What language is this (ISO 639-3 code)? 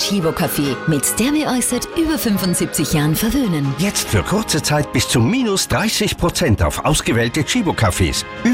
deu